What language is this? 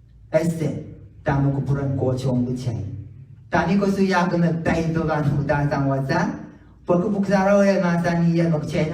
Pohnpeian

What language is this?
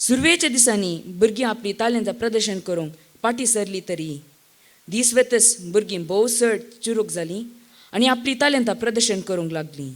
Konkani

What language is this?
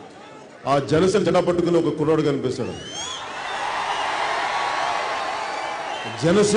Telugu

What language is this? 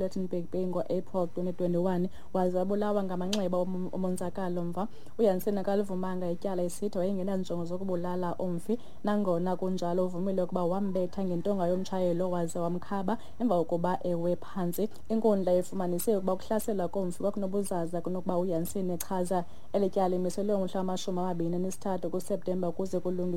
Xhosa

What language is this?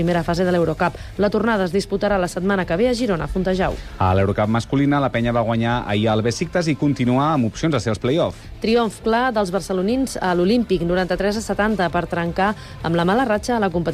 Catalan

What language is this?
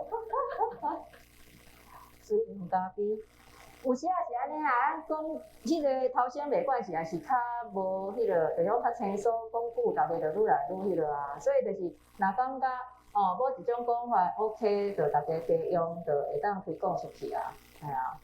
Min Nan Chinese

